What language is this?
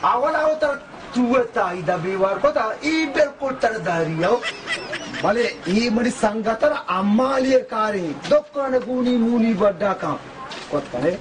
Baluchi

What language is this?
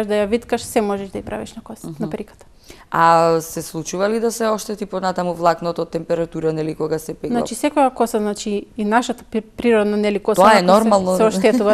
Macedonian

